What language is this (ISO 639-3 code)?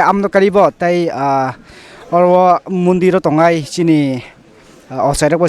trp